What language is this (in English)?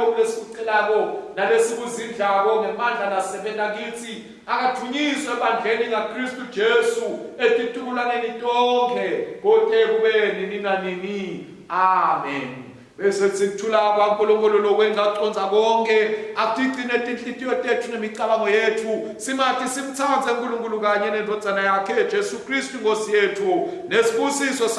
Swati